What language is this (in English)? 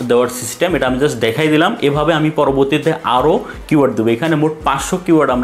Bangla